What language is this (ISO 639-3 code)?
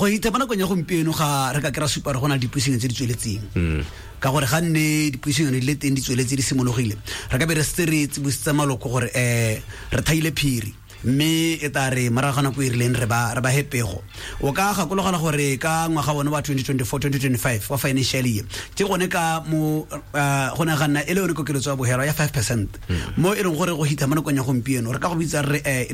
tsn